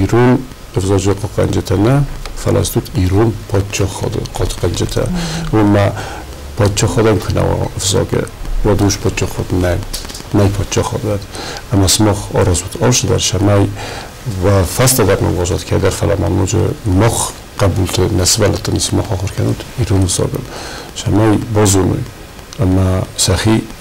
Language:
Ossetic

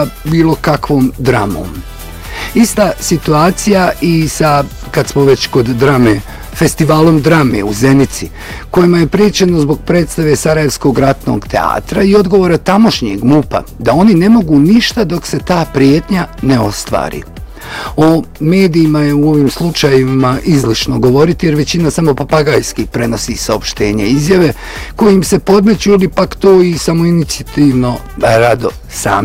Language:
Bosnian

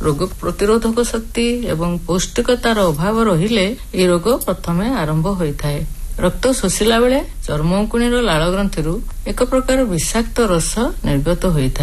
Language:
Odia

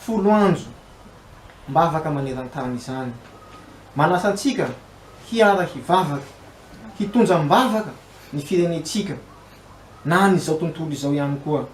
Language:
Malagasy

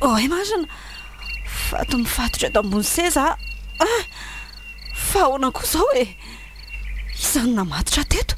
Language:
Malagasy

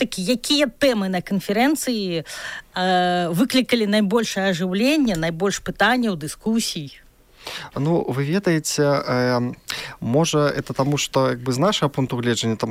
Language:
Belarusian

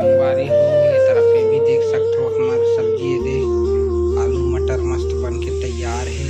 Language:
Chhattisgarhi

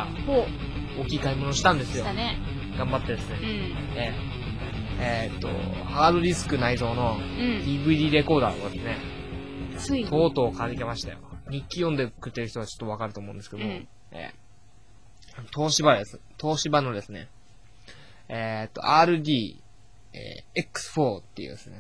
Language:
Japanese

